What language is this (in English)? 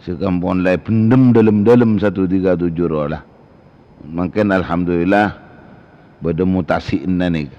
Madurese